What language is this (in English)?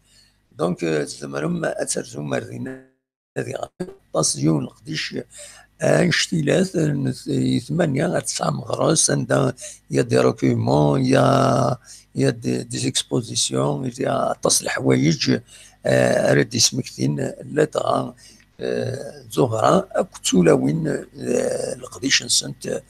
Kabyle